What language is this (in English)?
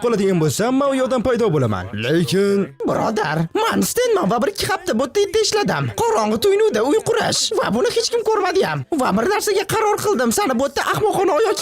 Uzbek